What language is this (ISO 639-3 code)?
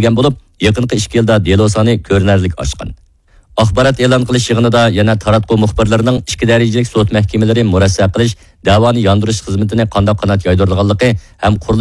uig